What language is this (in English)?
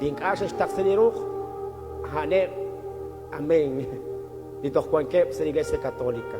Kekchí